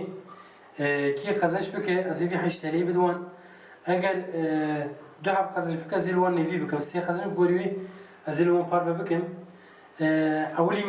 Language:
Kurdish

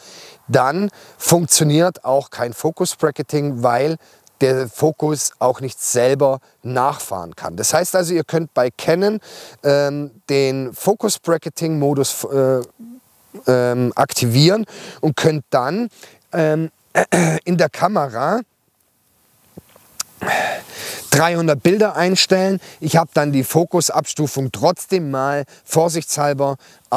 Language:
German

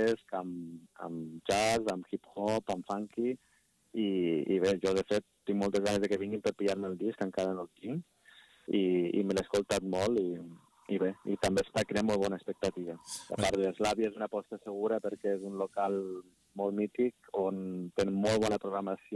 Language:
Catalan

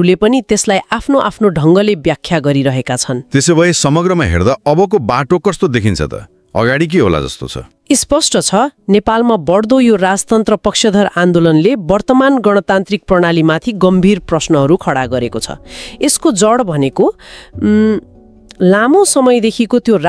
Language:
Nepali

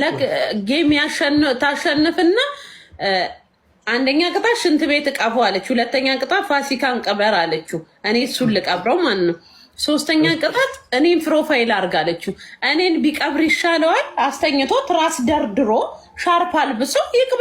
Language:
Amharic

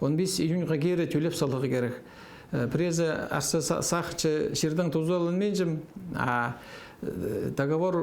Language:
Khakas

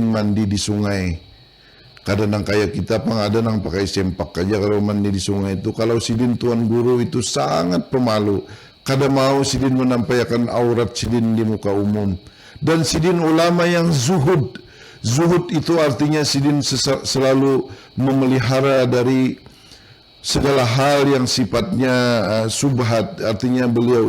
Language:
Banjar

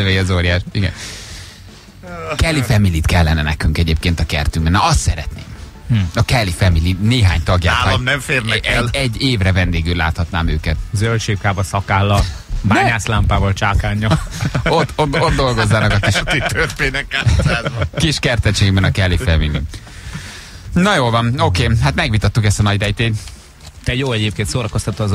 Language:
Hungarian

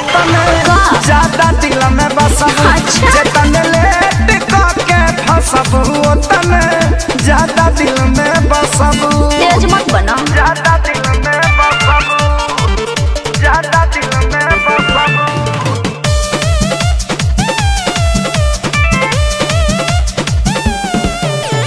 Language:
Bhojpuri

